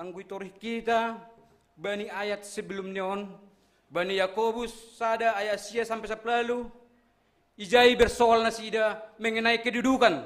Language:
Batak Simalungun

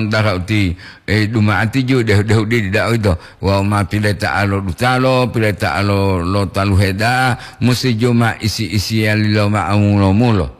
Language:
Gorontalo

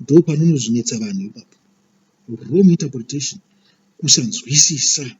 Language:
Shona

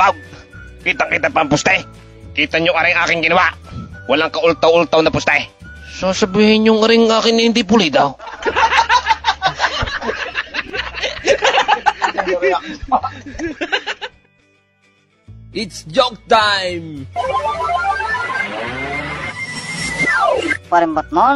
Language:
Filipino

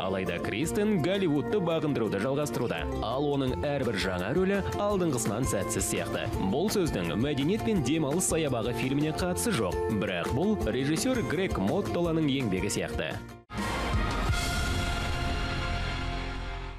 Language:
Kazakh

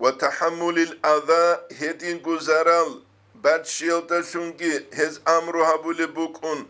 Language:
Avaric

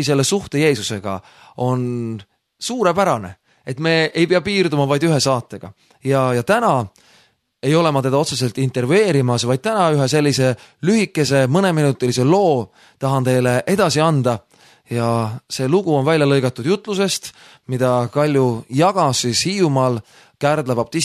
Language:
Estonian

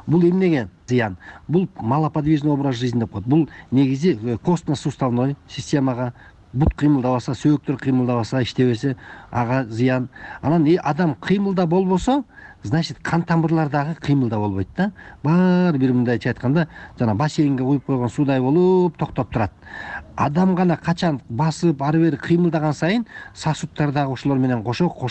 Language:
Kyrgyz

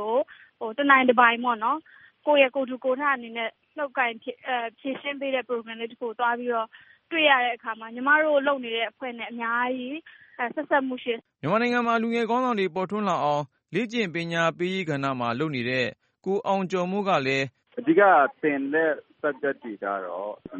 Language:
Burmese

